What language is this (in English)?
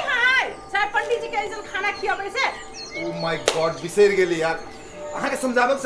Maithili